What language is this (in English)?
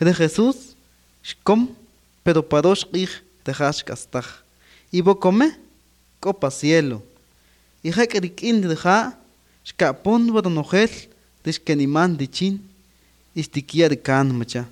Kaqchikel